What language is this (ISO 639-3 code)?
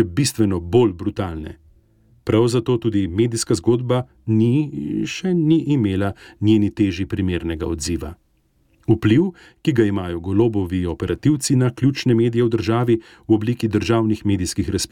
slv